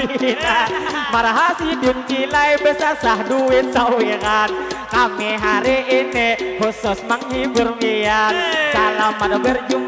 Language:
Banjar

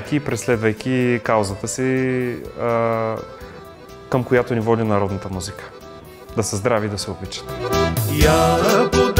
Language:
Bulgarian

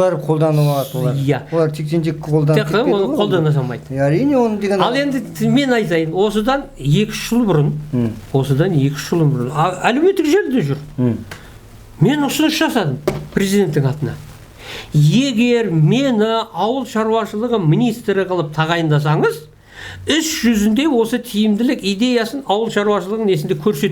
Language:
Kazakh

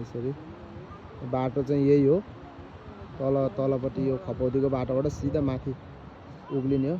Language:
Nepali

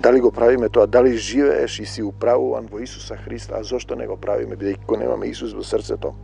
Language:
Macedonian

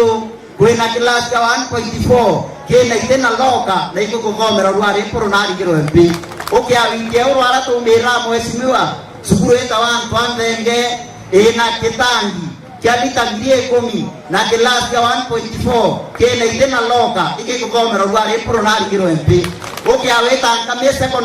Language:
Meru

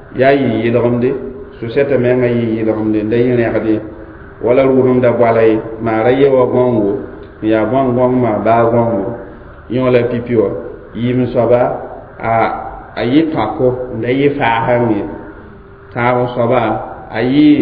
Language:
Mossi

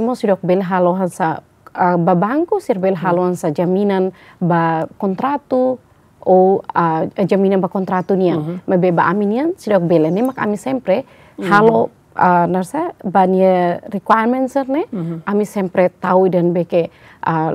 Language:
Tetum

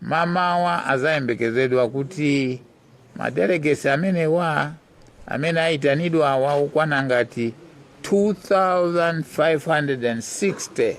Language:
Nyanja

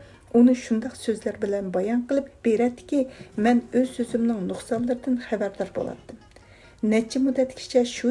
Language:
Uyghur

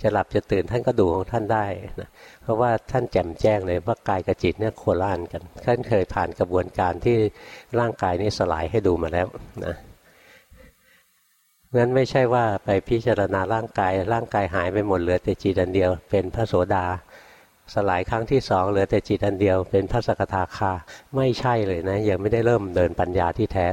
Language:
Thai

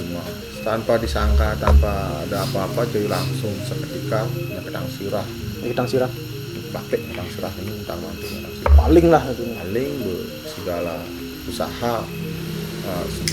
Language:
Balinese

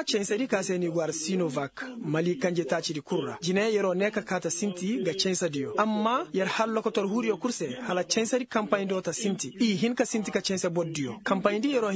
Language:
Koyraboro Senni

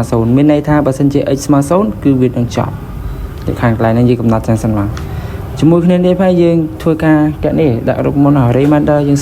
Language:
Khmer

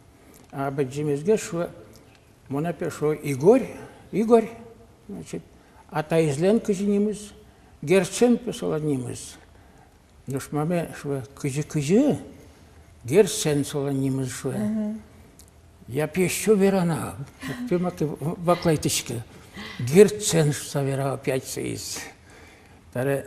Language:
Udmurt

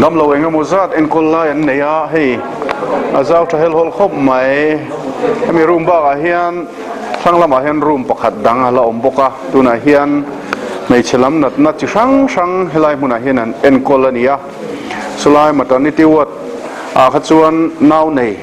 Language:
Mizo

